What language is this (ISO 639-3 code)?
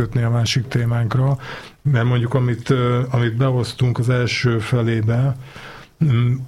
hun